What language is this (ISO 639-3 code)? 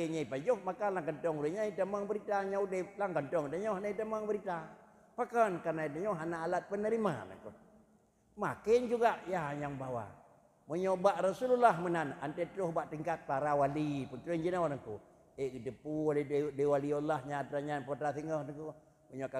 ace